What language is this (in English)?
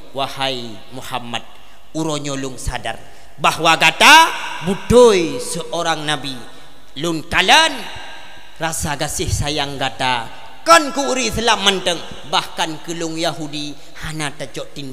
Achinese